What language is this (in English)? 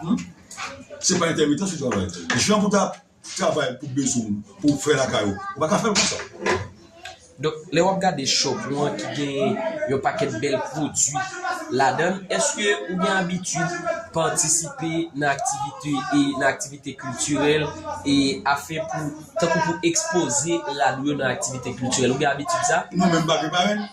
Haitian Creole